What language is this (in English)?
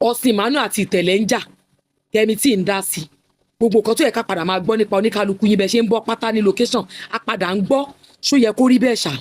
Yoruba